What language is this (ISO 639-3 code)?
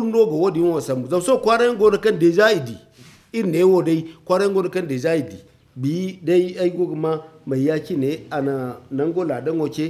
dje